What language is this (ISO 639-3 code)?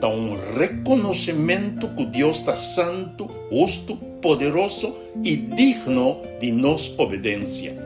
pap